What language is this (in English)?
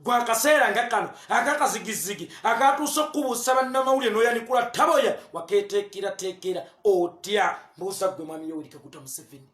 Ganda